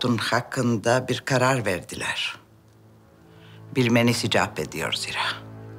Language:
Turkish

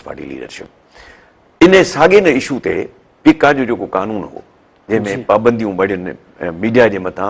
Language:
Sindhi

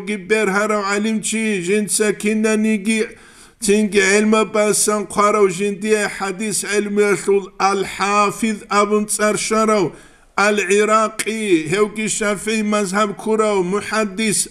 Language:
Avaric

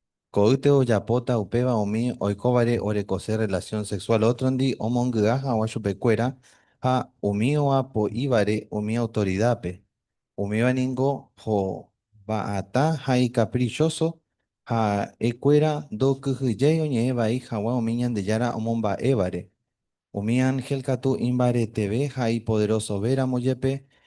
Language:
Guarani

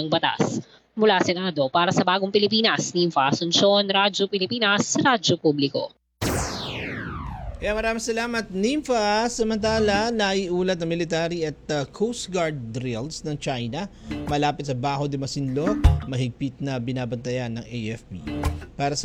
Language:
Filipino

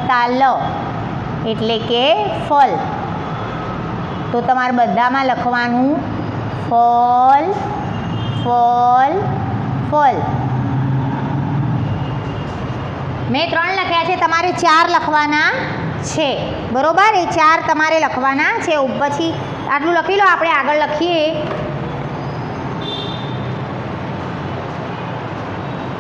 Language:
Gujarati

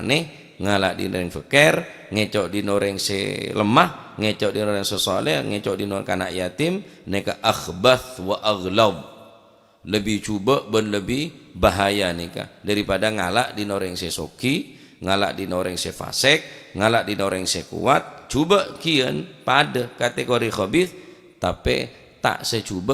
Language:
Madurese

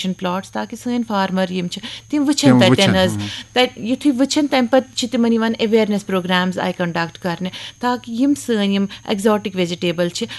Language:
Kashmiri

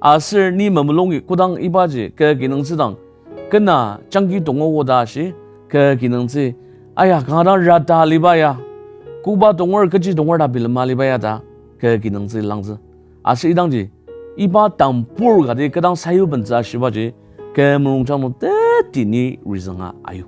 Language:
Ao Naga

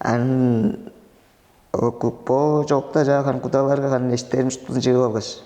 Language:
Tuvinian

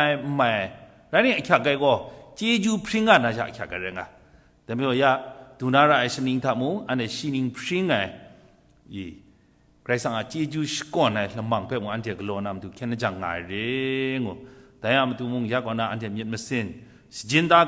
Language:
Kachin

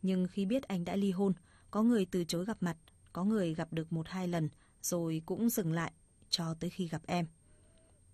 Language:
Vietnamese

